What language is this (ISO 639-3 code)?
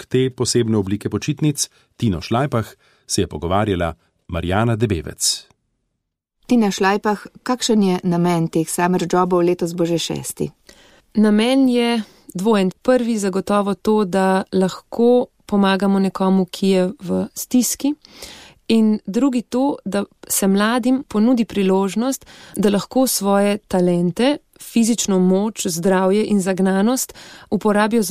slv